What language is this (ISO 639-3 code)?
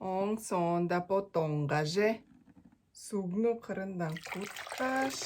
tyv